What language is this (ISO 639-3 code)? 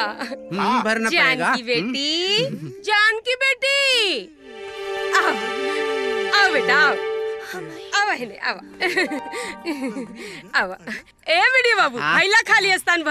bho